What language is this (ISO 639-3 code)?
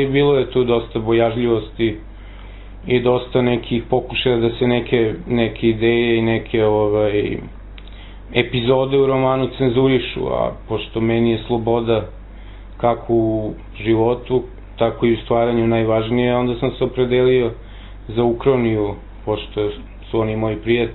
srp